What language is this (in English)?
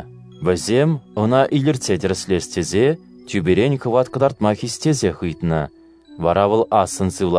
Chuvash